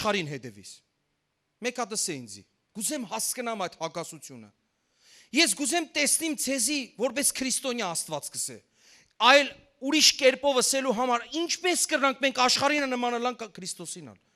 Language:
Western Armenian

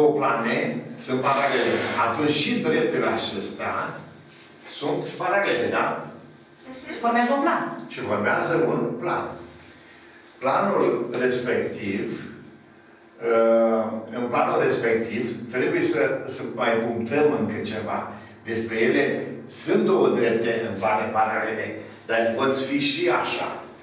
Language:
Romanian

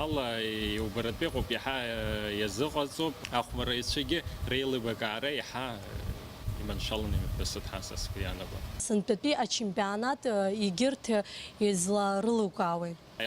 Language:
Abkhazian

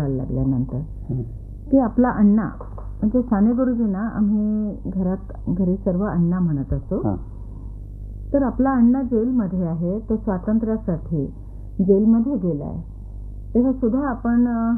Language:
Marathi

